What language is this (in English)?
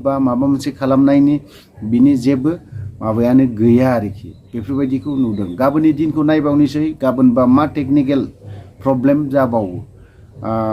Bodo